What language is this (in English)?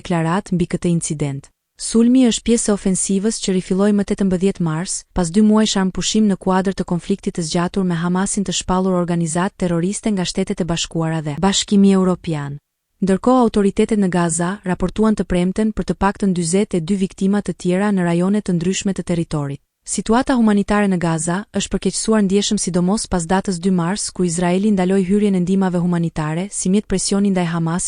Albanian